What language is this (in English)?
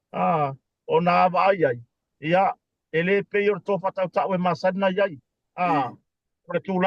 Samoan